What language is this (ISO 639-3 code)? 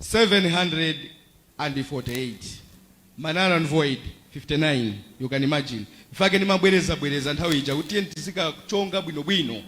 nya